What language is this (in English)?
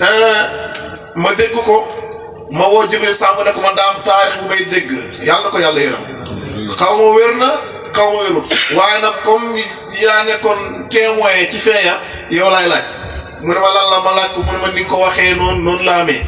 Wolof